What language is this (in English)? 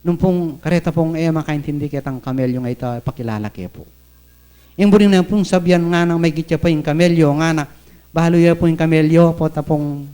Pampanga